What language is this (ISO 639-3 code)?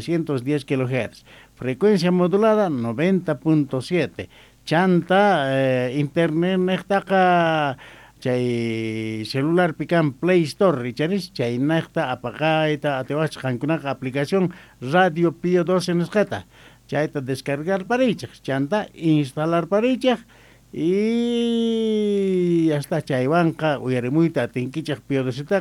quh